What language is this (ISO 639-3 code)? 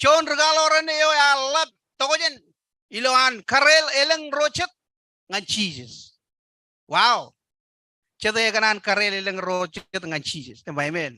mah